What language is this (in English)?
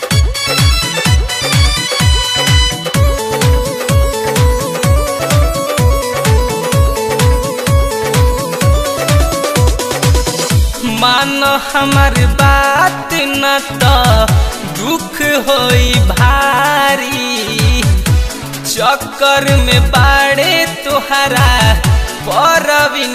Bhojpuri